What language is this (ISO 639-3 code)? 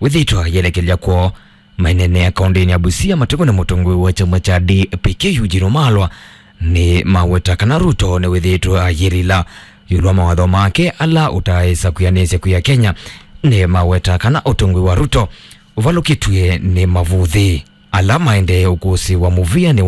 kam